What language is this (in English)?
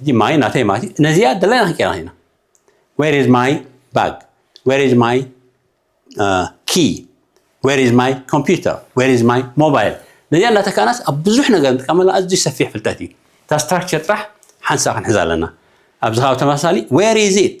Tigrinya